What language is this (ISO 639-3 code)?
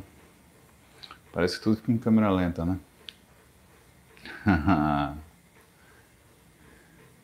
por